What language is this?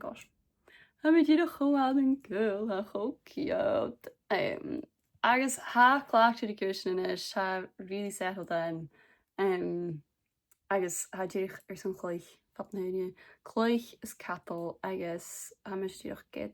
Scottish Gaelic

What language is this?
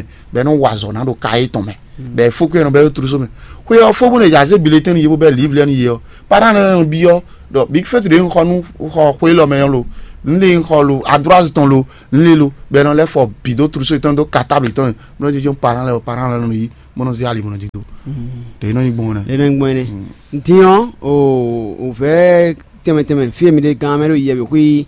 Fon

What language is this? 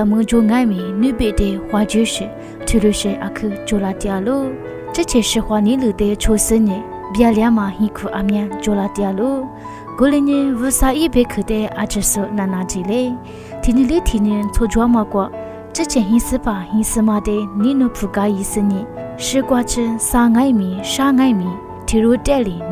Lisu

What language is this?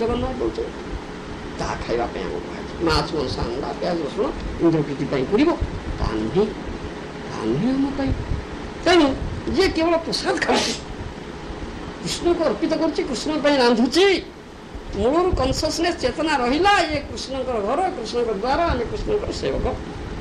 Odia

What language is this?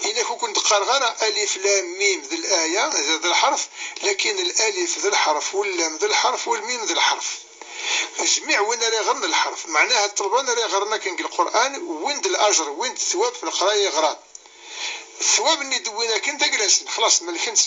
Kabyle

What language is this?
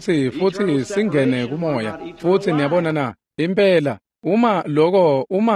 Swati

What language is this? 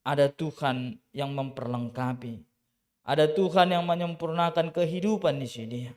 Batak Simalungun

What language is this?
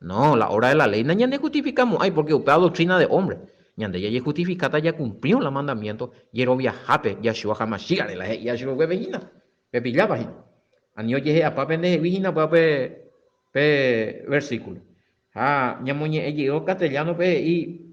Guarani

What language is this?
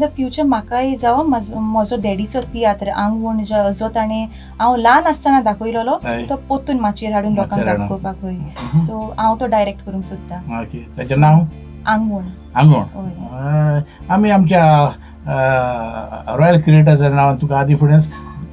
Konkani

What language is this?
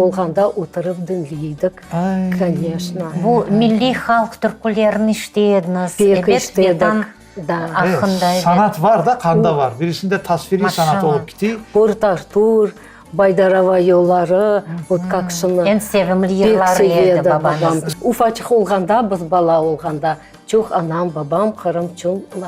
Crimean Tatar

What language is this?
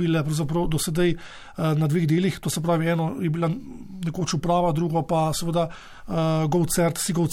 Slovenian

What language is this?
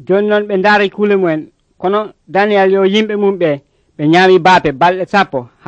Nigerian Fulfulde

